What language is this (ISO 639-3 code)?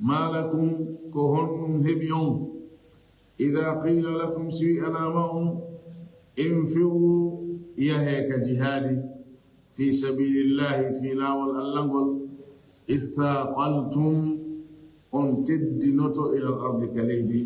ful